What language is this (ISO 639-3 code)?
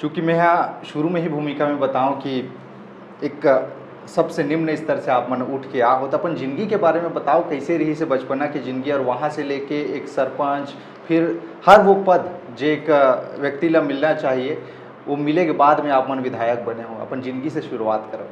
hne